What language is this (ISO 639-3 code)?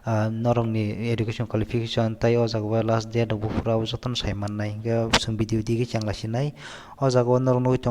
trp